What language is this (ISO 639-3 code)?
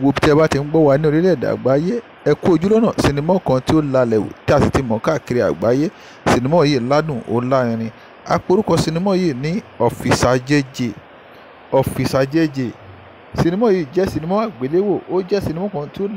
yor